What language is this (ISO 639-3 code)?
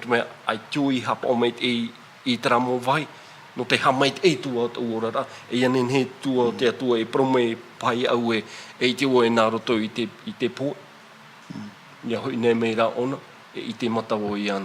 tah